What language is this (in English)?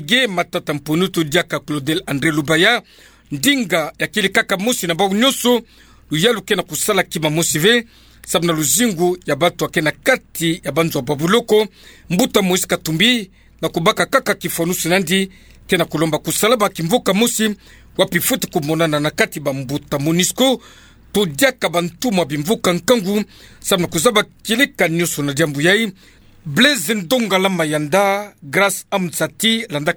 Kituba (Democratic Republic of Congo)